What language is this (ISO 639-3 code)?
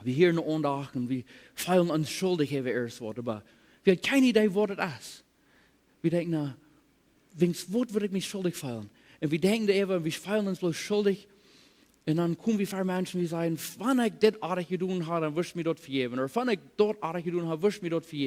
pdt